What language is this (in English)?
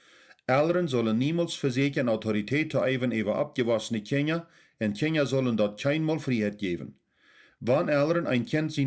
Plautdietsch